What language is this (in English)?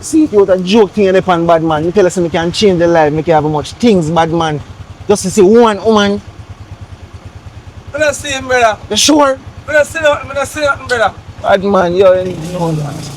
Jamaican Creole English